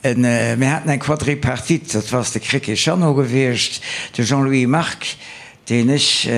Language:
Luxembourgish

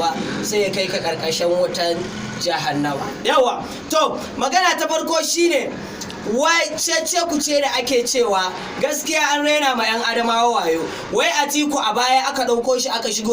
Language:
Hausa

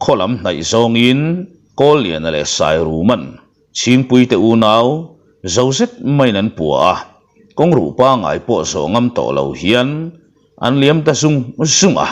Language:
Mizo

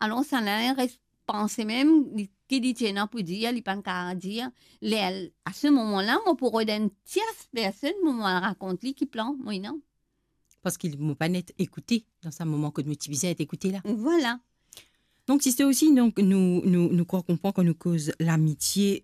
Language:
Morisyen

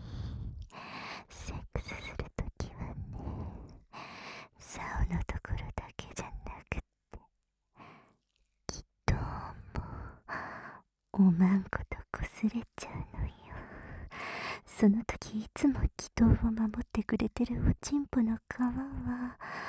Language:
Japanese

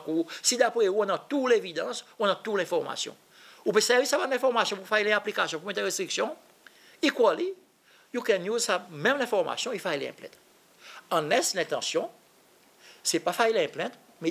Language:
Seselwa Creole French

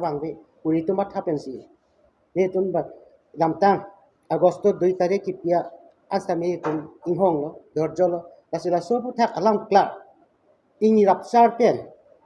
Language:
Karbi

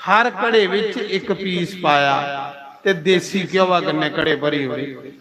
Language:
Dogri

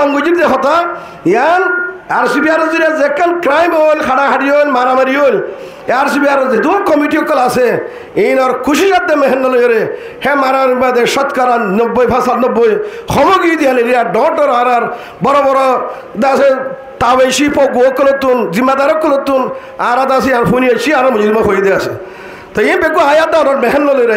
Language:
Rohingya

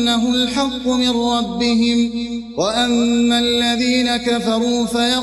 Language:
Arabic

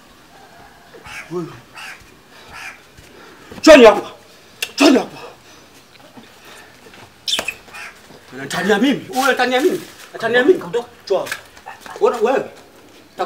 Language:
Swahili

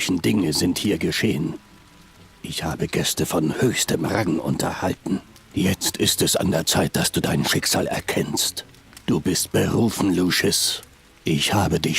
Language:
Bavarian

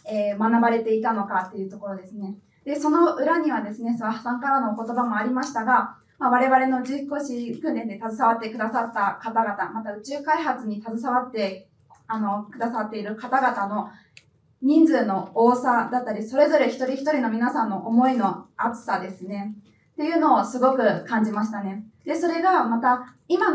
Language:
Japanese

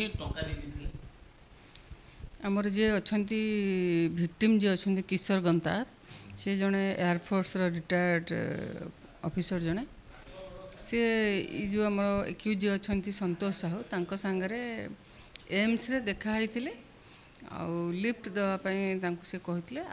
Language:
Odia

